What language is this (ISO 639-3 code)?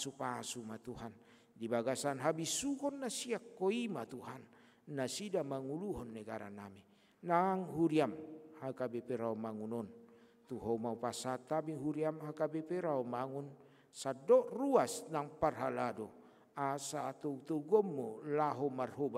bbc